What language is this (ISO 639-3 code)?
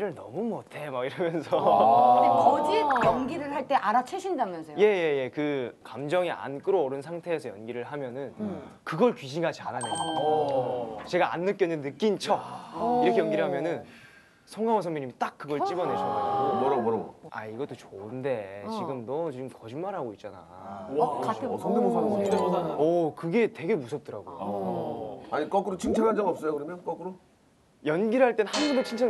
kor